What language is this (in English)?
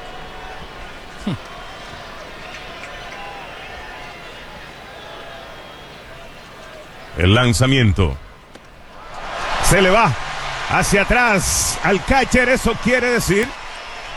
Spanish